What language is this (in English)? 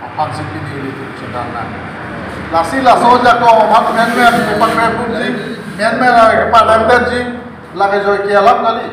Karbi